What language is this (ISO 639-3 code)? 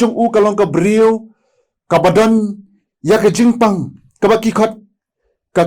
kha